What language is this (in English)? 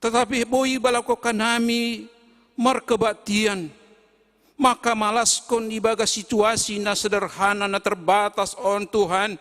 Batak Simalungun